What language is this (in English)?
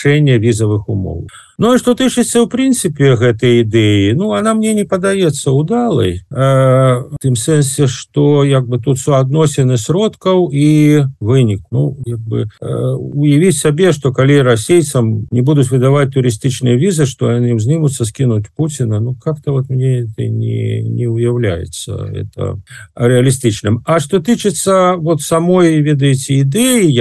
Belarusian